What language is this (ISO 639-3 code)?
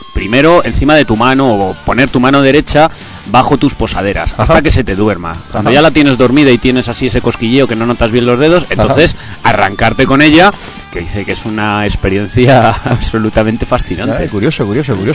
spa